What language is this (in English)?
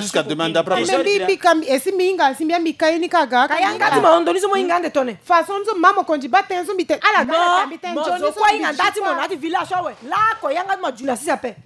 Sango